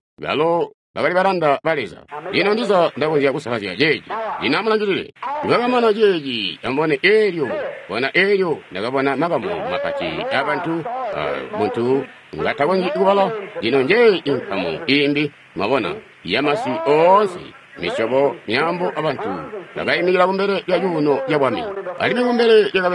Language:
Tonga (Zambia)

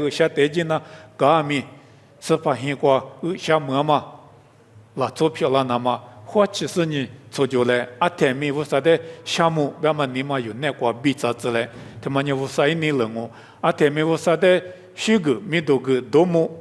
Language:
Lisu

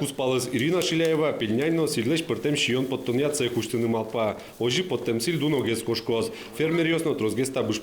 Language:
Udmurt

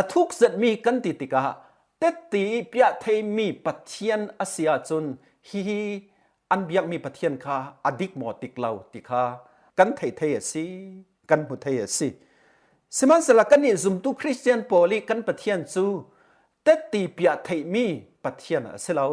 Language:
Falam Chin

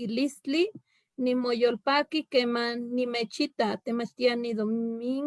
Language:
Eastern Huasteca Nahuatl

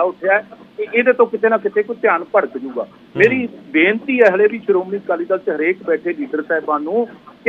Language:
Punjabi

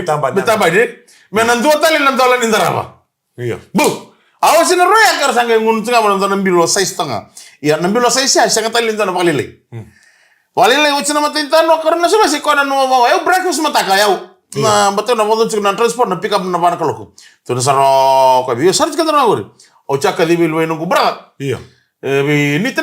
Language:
Fijian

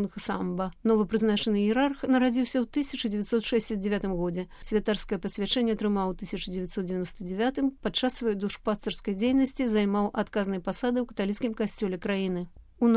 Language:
Belarusian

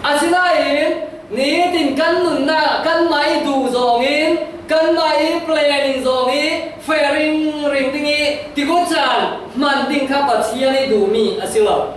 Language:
Falam Chin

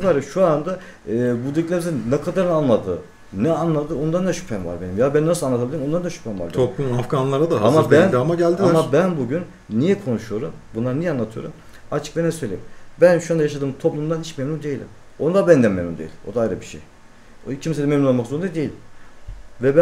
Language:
Turkish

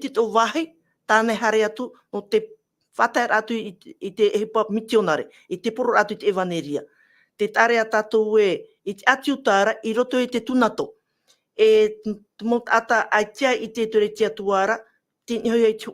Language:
Tahitian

